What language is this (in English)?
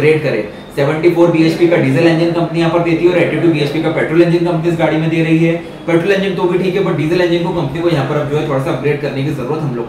Hindi